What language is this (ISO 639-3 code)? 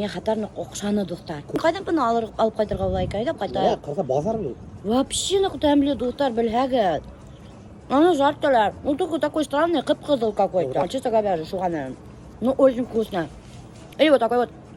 bak